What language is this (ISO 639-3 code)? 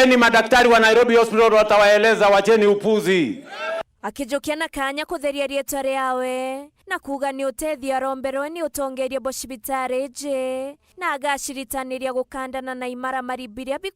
mer